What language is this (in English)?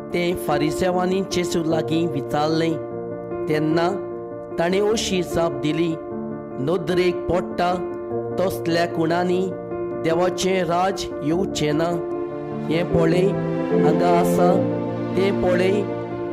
Konkani